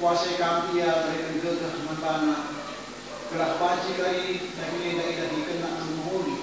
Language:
Batak Karo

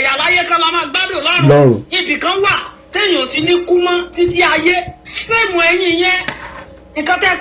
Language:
Yoruba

